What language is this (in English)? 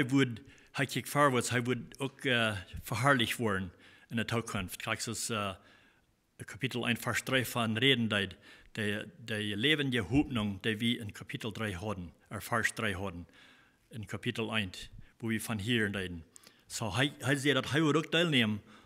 Plautdietsch